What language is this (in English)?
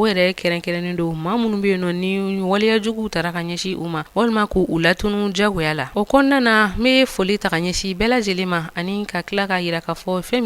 Bambara